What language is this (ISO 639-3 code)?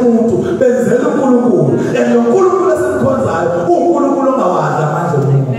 zul